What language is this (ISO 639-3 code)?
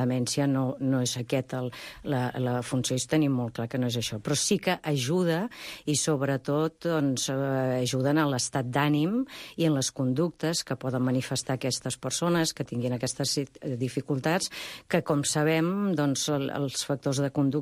cat